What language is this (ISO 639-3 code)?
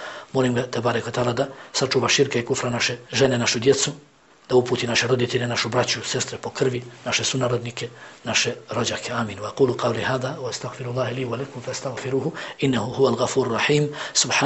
bos